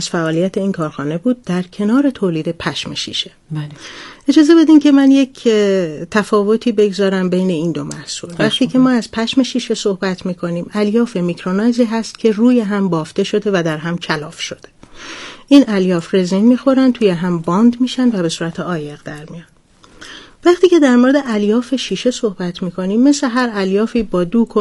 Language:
Persian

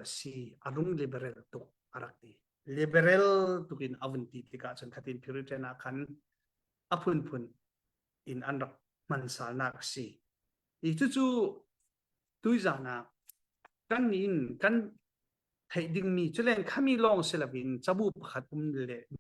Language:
Falam Chin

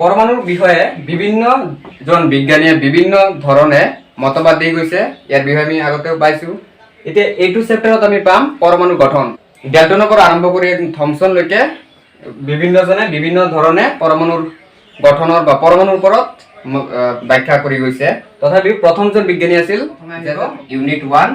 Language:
Assamese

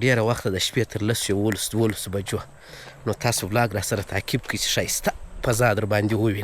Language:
Pashto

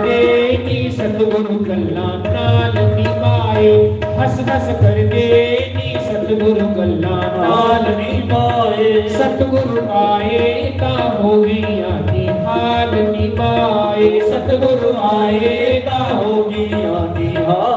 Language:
Dogri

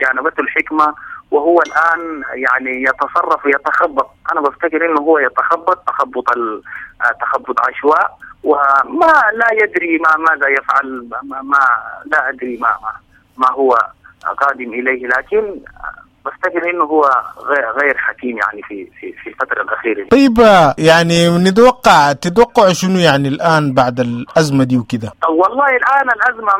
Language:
Sudanese Arabic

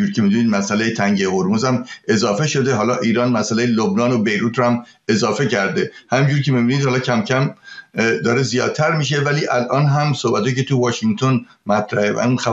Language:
Persian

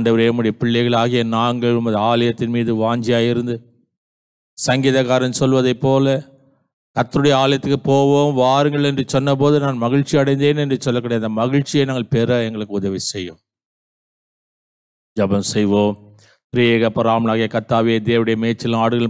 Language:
Tamil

